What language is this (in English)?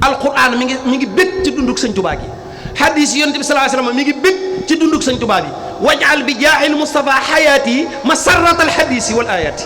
Wolof